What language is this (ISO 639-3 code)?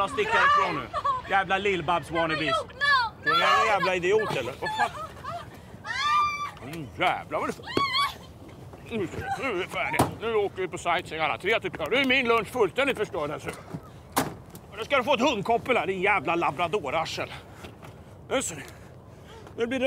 swe